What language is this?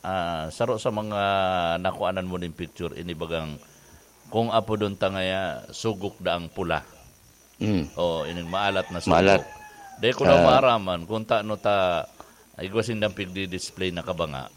Bikol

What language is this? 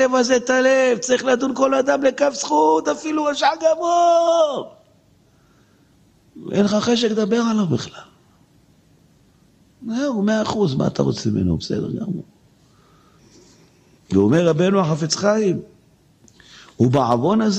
Hebrew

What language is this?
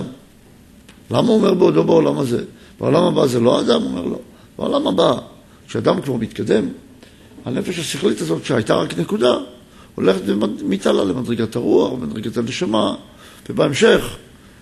Hebrew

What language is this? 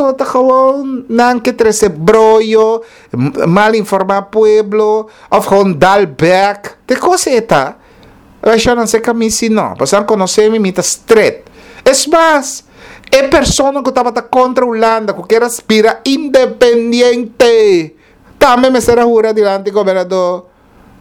Papiamento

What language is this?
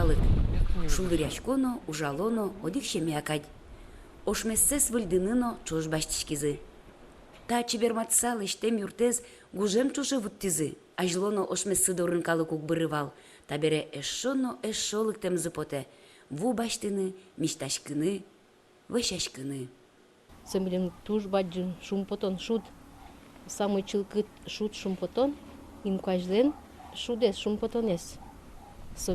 Udmurt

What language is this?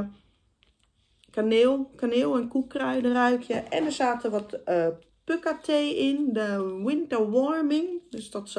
Dutch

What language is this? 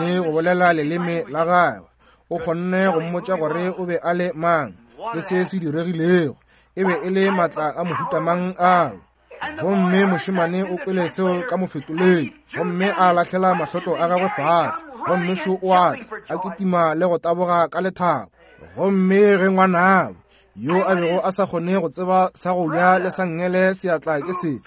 Northern Sotho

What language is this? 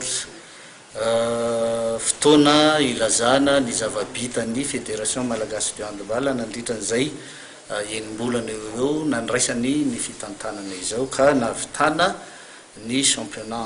Malagasy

